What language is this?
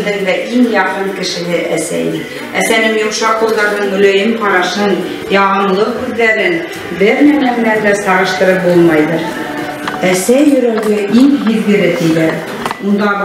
Bashkir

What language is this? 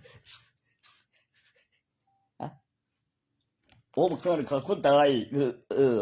Northeastern Thai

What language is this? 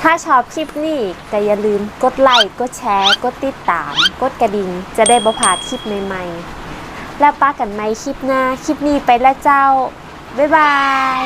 Northern Thai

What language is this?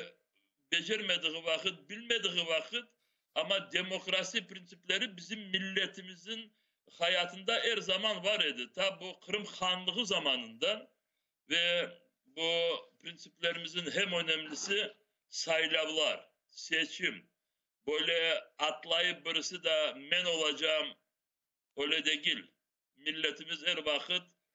Crimean Tatar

